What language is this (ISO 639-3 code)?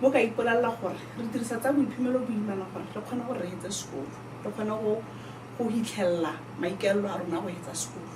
tsn